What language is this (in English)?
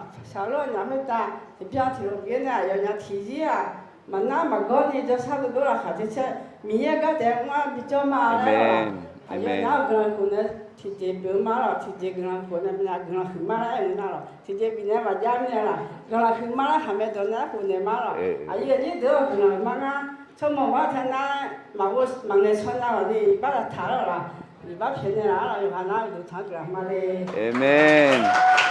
Akha